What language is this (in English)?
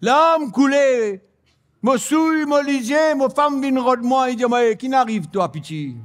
Morisyen